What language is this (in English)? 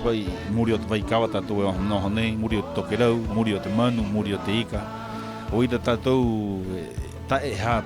Rapanui